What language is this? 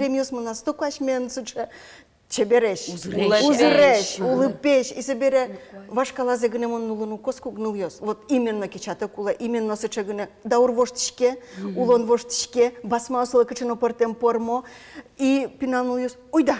Udmurt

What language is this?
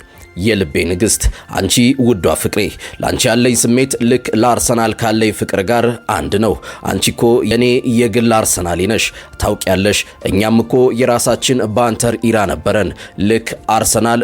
Amharic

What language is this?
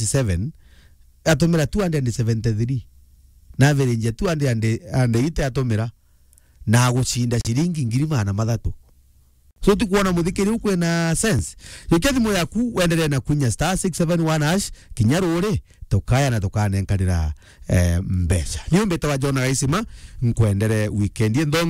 Meru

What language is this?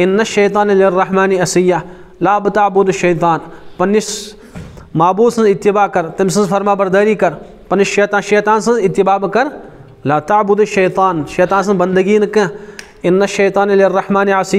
Kashmiri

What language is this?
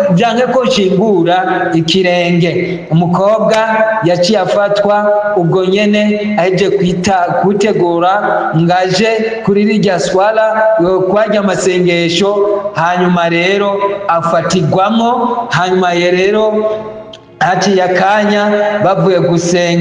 Rundi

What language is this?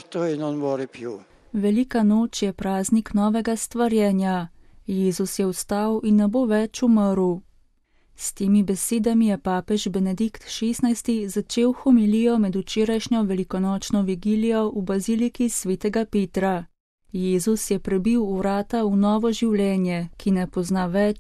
Slovenian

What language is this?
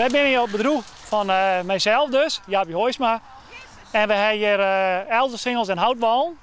Western Frisian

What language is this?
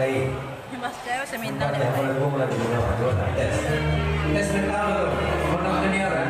Minangkabau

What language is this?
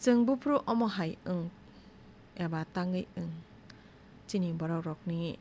Kok Borok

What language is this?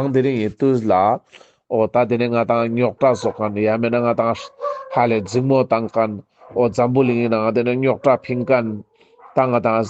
Ladakhi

